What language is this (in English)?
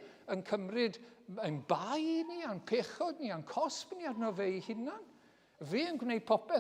Welsh